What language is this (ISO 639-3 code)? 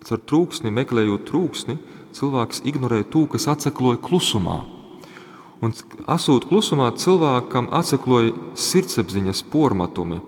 ltg